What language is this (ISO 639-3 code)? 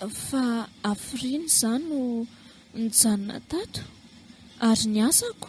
mlg